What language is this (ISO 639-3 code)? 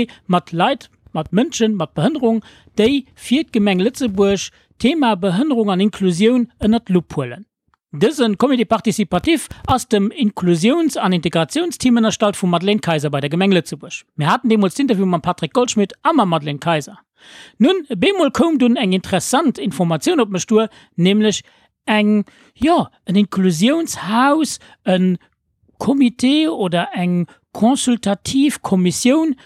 ltz